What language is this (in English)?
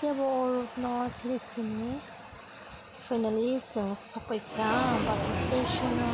Kok Borok